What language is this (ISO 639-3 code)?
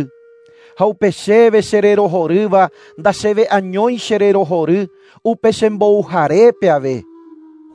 grn